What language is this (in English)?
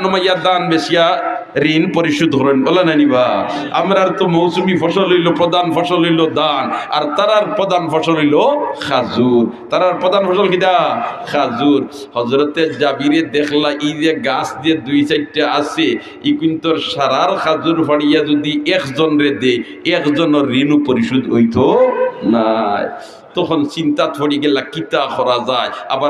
Sylheti